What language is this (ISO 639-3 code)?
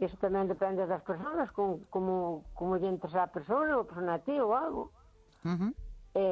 glg